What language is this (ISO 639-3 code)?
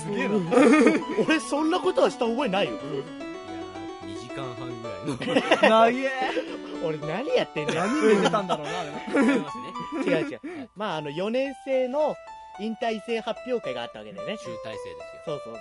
jpn